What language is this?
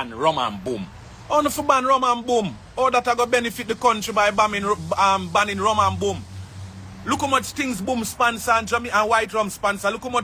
Jamaican Creole English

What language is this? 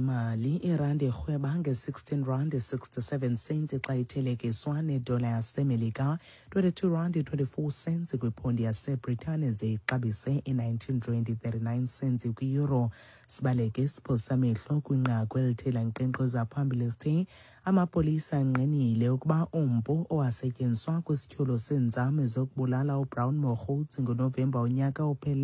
Xhosa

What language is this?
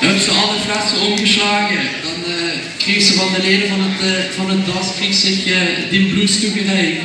Limburgish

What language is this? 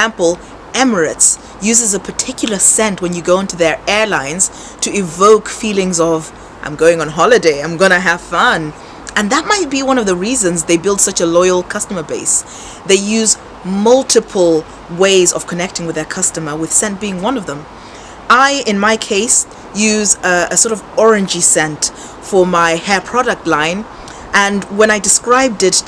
English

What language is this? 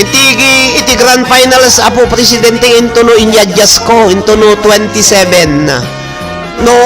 Iloko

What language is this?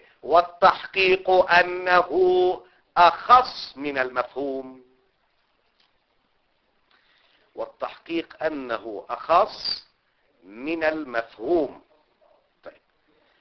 Arabic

